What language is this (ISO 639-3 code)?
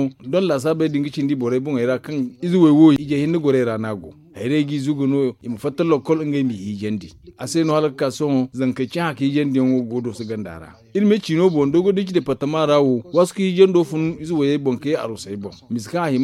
dje